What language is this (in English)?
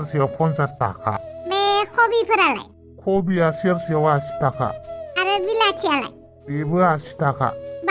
Bodo